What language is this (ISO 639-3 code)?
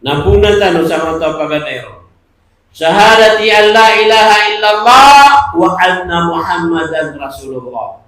mrw